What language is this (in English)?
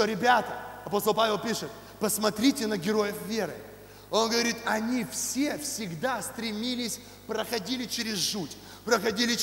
Russian